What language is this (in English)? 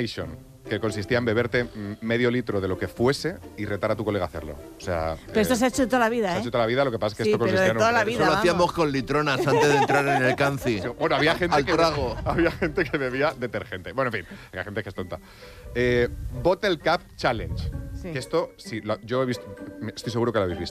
Spanish